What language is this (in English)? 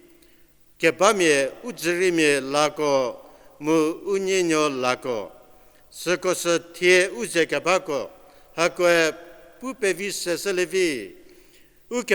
Angami Naga